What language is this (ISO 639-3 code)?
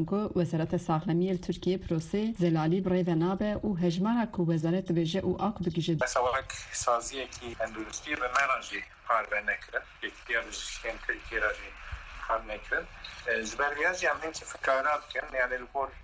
kur